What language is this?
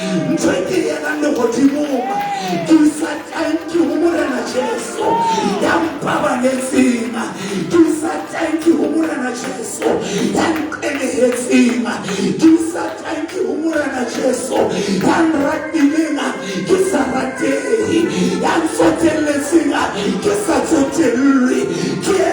Southern Sotho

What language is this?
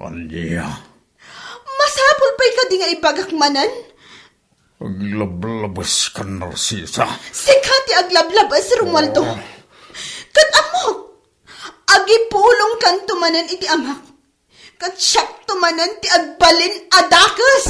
Iloko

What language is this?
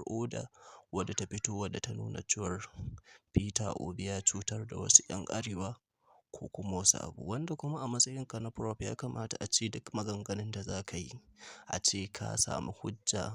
Hausa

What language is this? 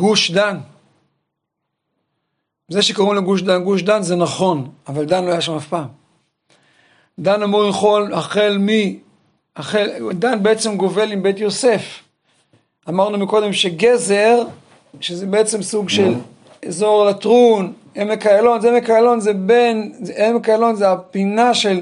Hebrew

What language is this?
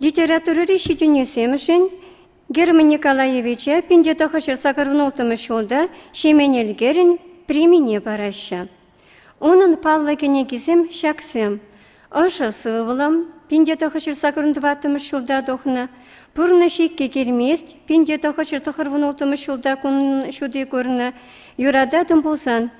Chuvash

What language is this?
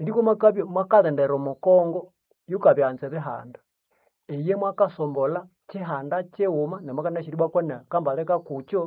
Nande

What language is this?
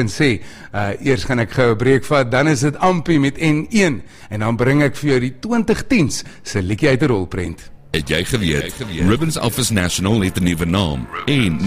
Afrikaans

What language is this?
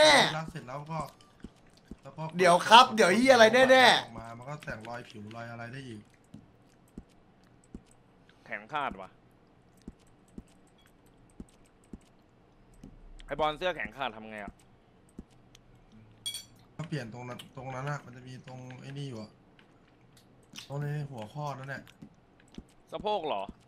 Thai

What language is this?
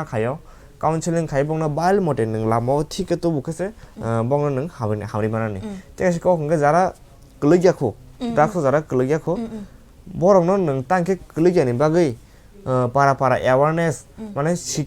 Kok Borok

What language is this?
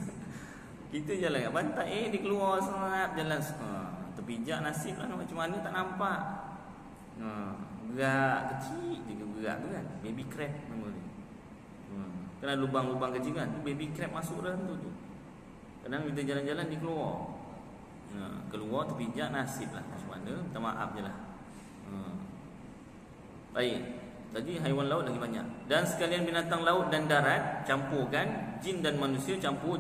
Malay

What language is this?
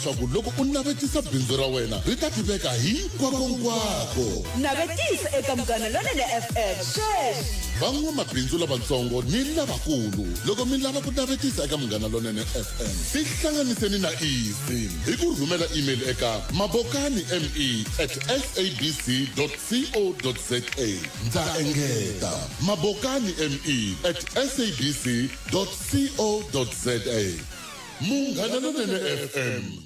Tsonga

